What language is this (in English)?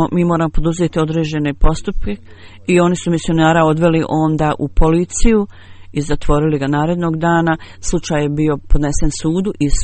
Bosnian